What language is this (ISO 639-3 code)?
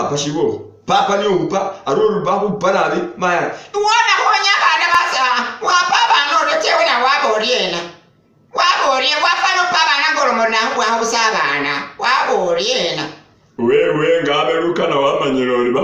myx